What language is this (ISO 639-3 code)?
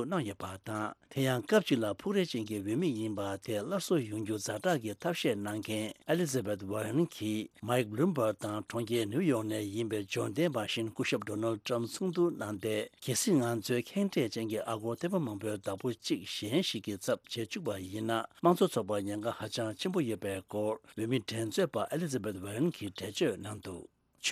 bod